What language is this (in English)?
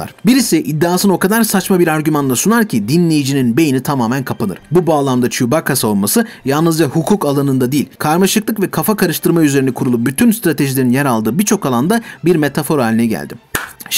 Turkish